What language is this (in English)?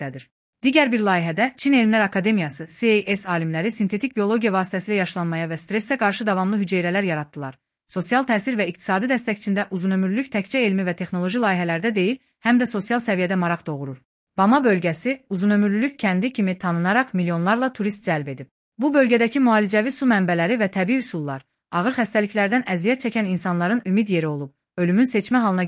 Azerbaijani